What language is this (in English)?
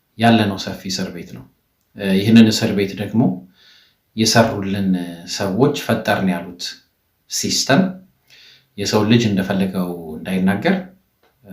Amharic